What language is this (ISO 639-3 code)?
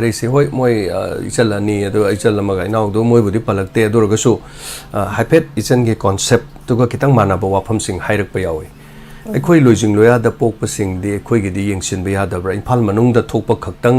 mni